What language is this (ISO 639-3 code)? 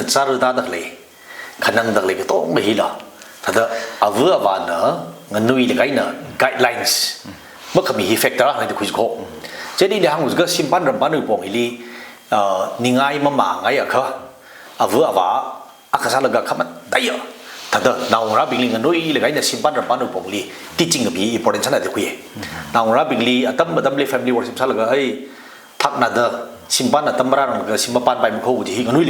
nmf